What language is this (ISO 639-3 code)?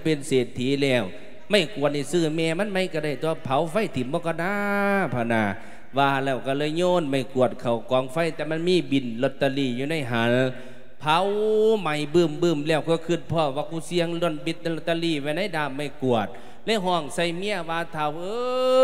lao